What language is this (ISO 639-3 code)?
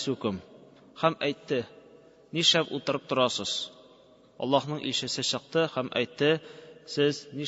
tat